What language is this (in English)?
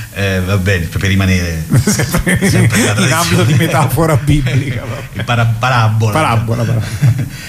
Italian